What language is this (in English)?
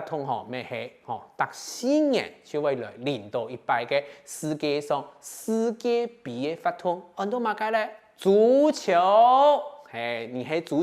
Hakka Chinese